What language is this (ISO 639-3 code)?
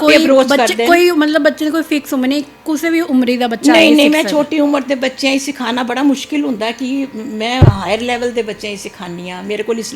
doi